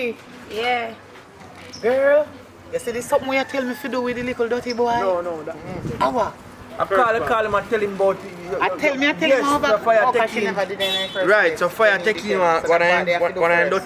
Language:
Jamaican Creole English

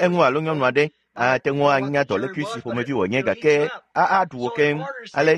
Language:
Ewe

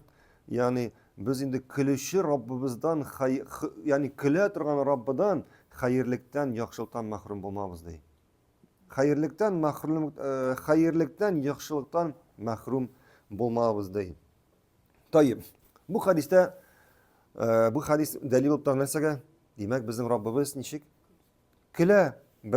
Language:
Tatar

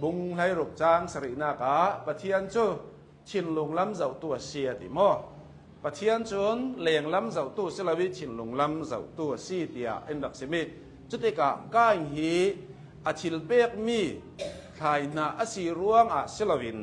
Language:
Hakha Chin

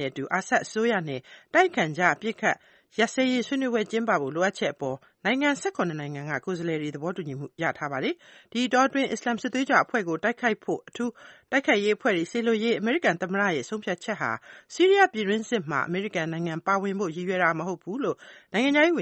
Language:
Burmese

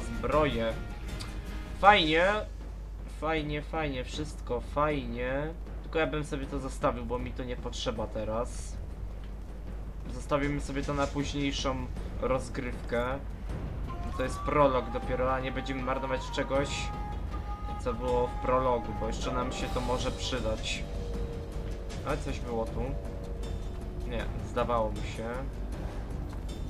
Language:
Polish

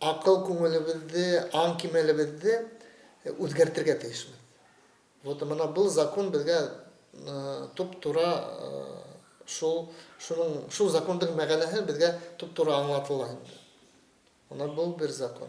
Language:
Bashkir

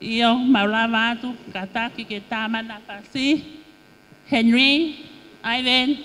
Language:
Tongan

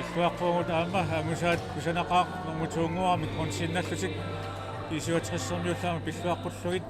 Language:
Kalaallisut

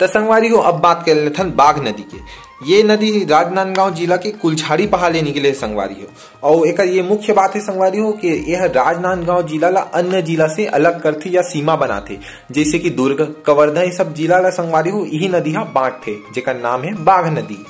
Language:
Chhattisgarhi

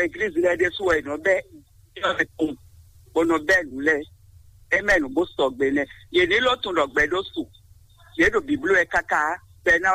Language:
Fon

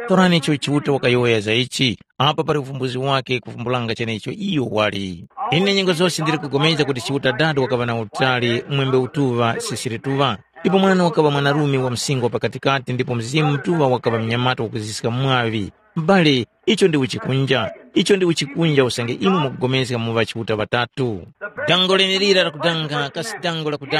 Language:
Tumbuka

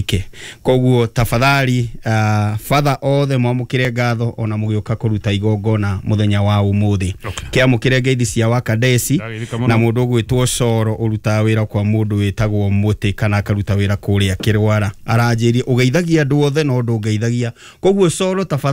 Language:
Kikuyu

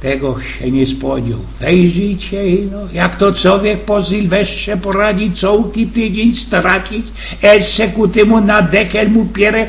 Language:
Silesian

